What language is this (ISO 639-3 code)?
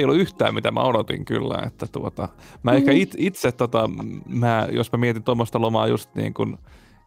fin